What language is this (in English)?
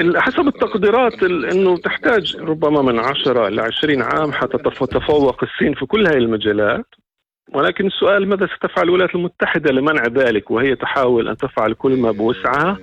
North Levantine Arabic